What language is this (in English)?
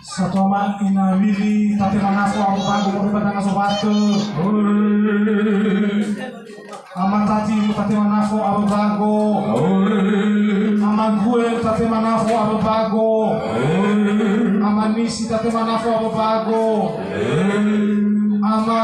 Nias